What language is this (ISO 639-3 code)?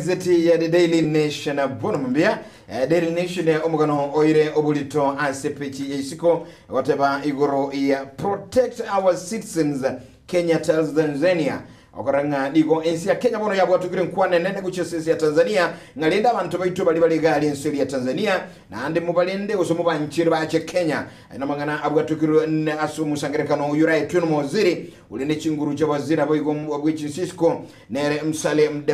guz